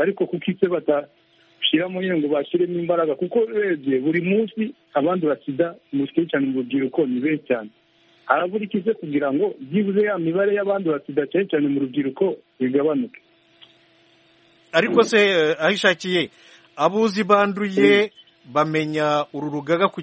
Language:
Kinyarwanda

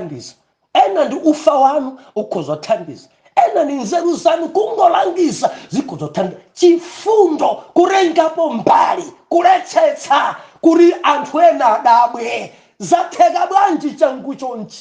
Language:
Nyanja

